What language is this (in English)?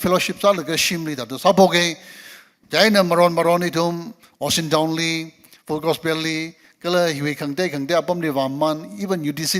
Tangkhul Naga (India)